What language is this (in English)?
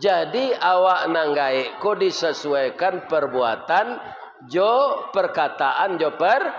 Minangkabau